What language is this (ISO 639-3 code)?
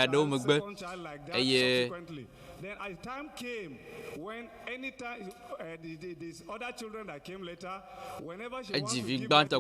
ewe